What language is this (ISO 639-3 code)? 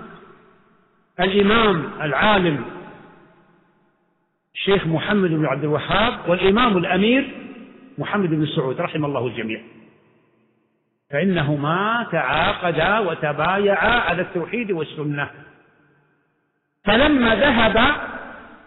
ara